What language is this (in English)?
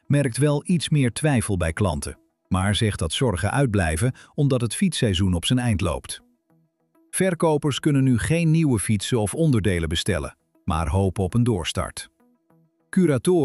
Dutch